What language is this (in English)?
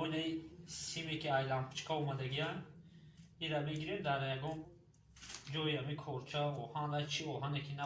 Tajik